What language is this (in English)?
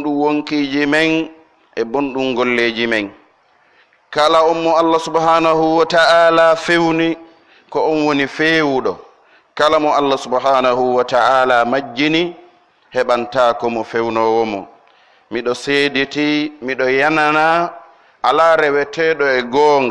Pular